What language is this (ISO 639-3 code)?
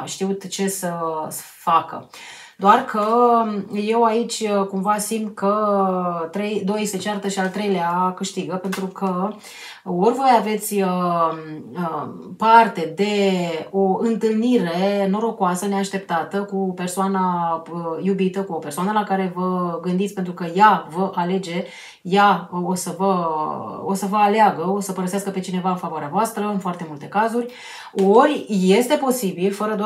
ron